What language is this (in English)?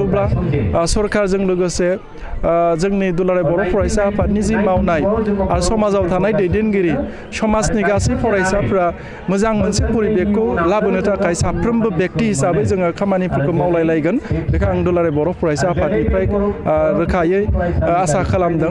Bodo